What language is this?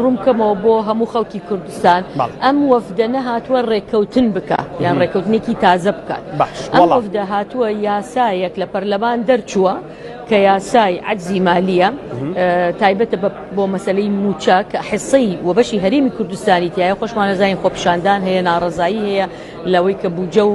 Central Kurdish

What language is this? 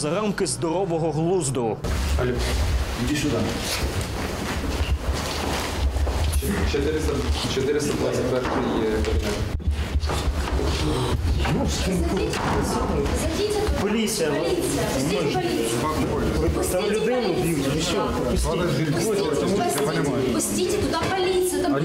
Ukrainian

